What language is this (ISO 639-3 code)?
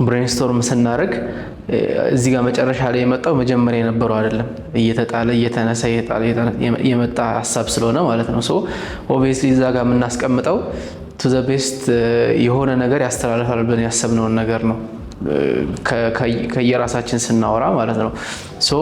amh